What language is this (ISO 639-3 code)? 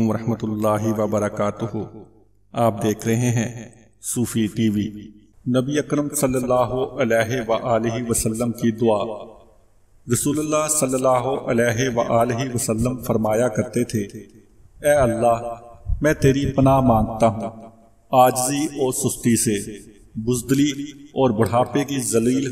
urd